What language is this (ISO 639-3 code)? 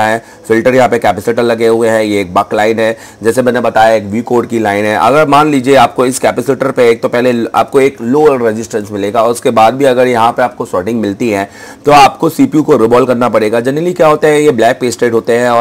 hin